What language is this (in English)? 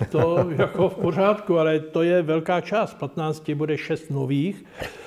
Czech